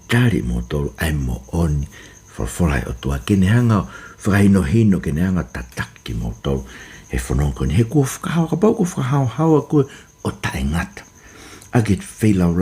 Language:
Tongan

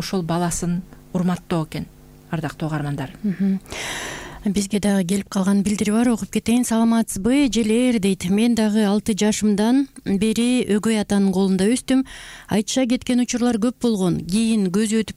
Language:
Kyrgyz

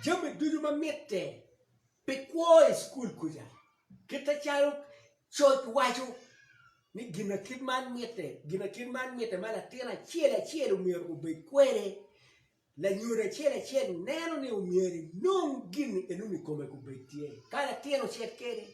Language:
Acoli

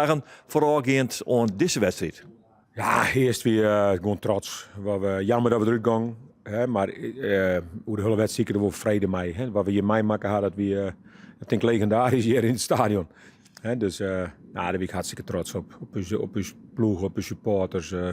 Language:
Western Frisian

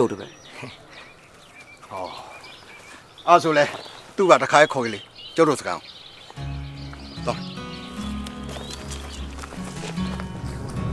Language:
Burmese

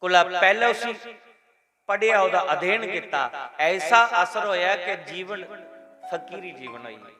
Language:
Dogri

